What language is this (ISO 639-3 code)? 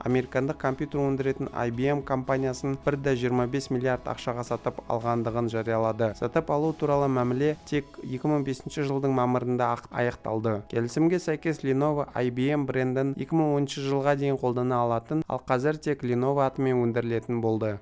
kaz